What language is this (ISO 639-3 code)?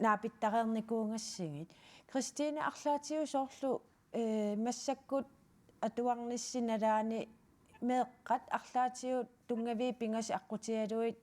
kal